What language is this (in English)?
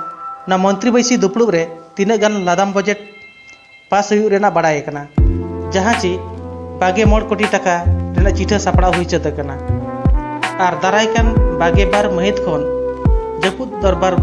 Santali